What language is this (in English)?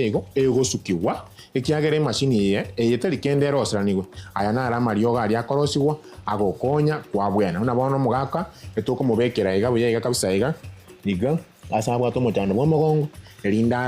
Gusii